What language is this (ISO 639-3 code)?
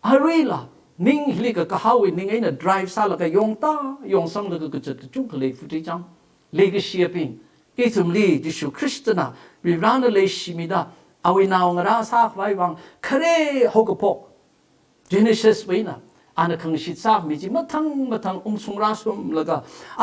nmf